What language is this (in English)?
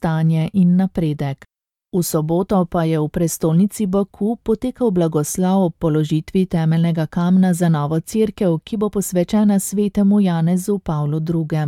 Slovenian